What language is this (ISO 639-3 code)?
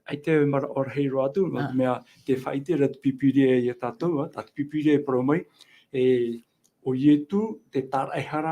tah